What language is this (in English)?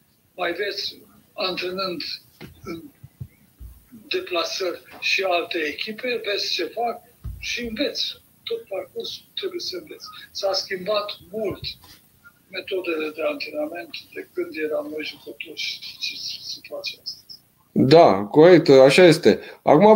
Romanian